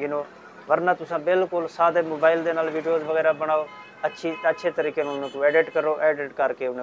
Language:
Saraiki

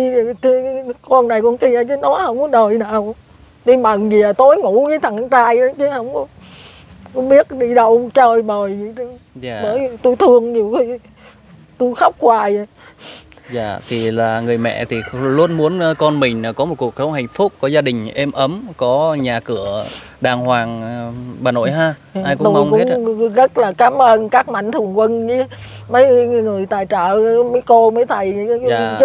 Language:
Vietnamese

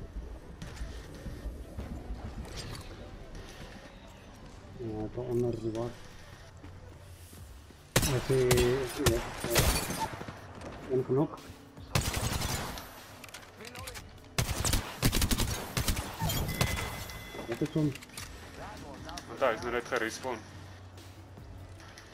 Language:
Afrikaans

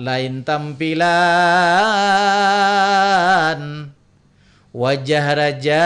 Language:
Banjar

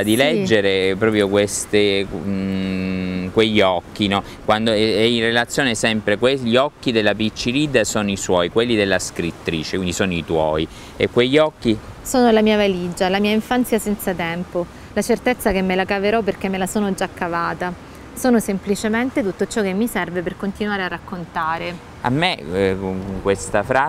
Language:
Italian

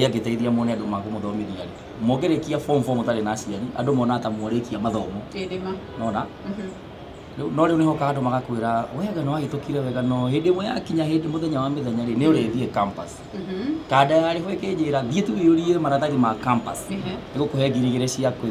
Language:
Kikuyu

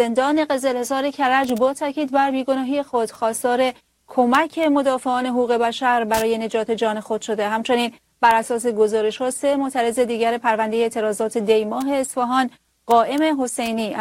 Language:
Persian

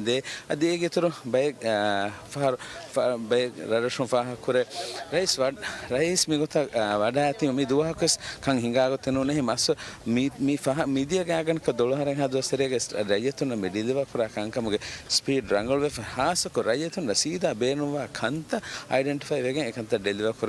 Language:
Divehi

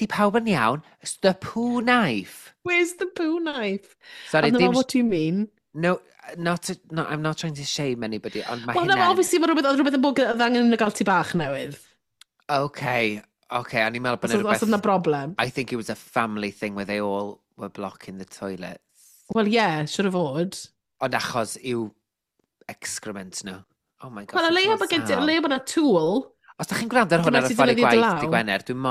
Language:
Welsh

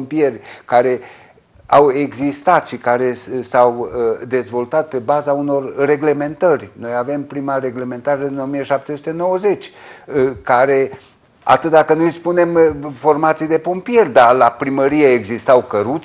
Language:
Romanian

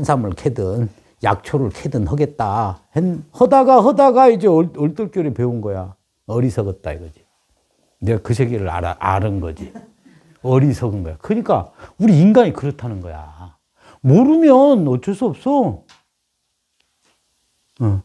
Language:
Korean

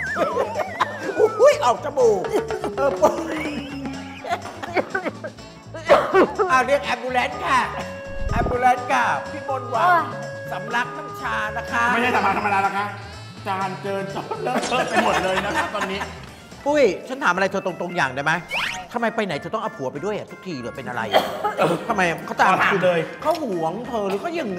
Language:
Thai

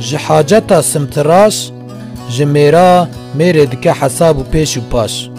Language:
Kurdish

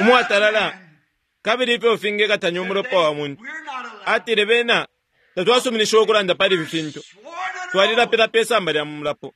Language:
Bemba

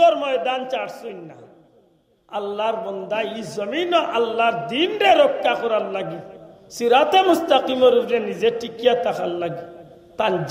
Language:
Sylheti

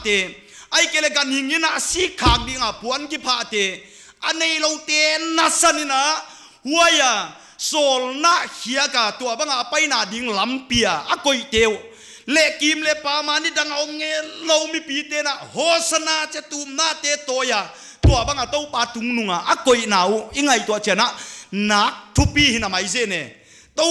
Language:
Paite Chin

